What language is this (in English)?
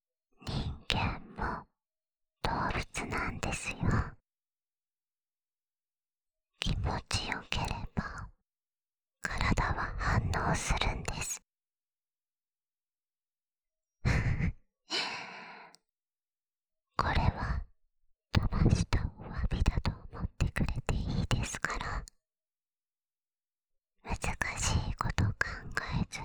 Japanese